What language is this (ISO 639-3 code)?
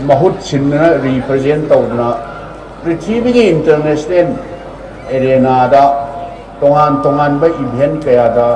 mni